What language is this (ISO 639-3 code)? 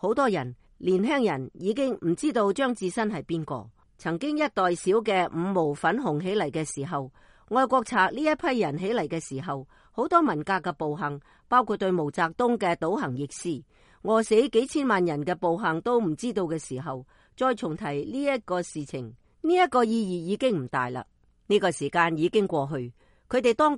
yue